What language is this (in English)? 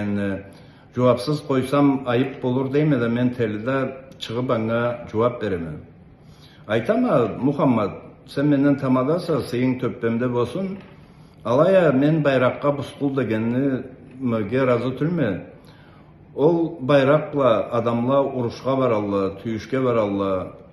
Karachay-Balkar